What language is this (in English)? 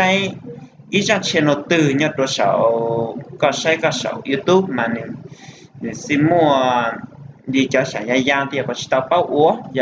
Hmong